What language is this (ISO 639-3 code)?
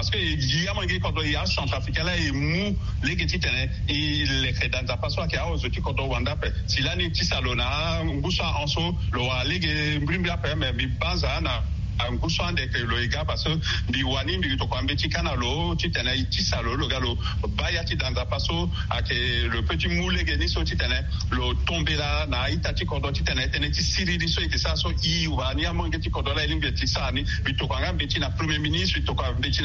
sag